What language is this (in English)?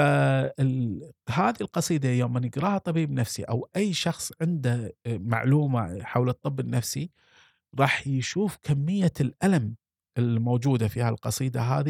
Gulf Arabic